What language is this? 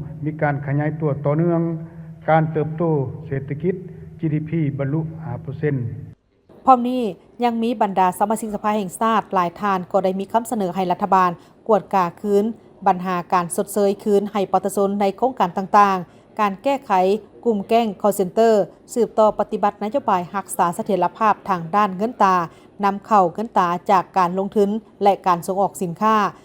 Lao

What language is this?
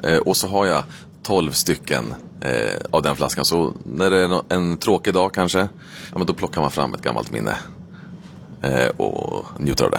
Swedish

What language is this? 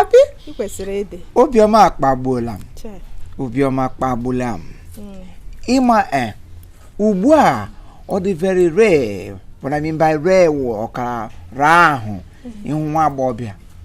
Igbo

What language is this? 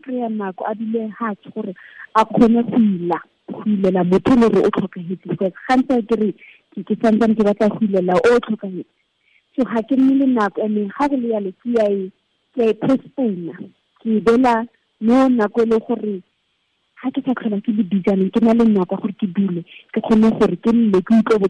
Tswana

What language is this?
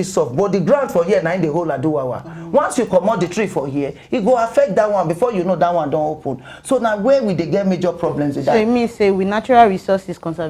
Nigerian Pidgin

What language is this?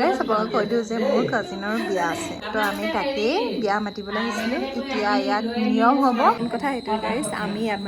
Assamese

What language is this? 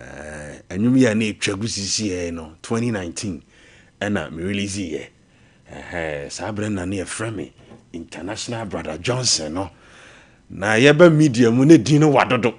Akan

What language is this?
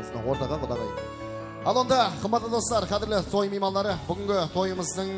Kara-Kalpak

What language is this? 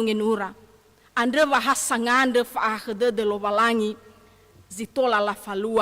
Nias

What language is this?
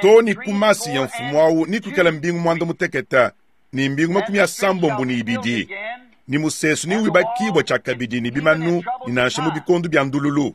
Luba-Lulua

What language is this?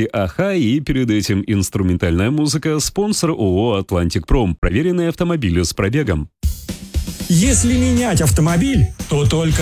Russian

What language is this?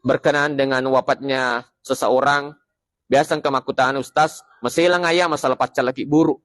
Buginese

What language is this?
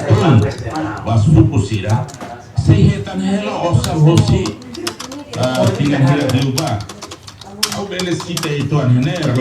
Tetum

